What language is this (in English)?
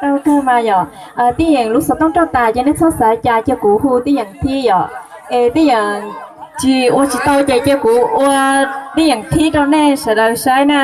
Hmong